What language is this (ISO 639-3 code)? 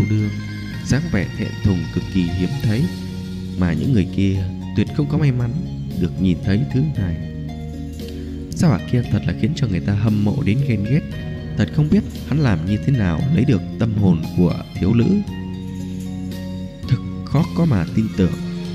vie